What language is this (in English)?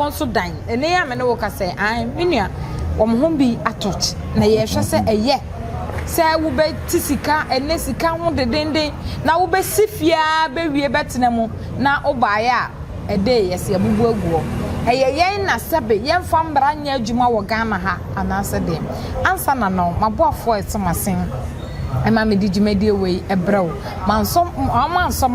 Akan